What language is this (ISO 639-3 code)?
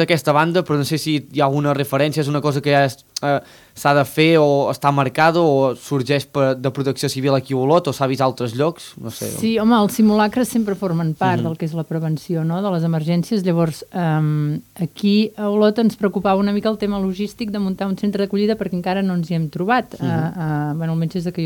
cat